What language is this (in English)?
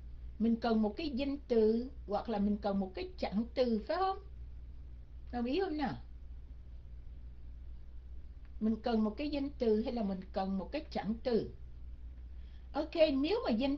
Vietnamese